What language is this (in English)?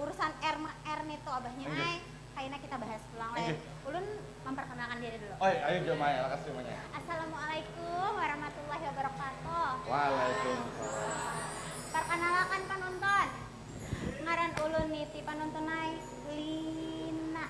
Banjar